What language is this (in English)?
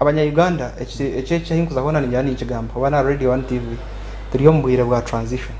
Nyankole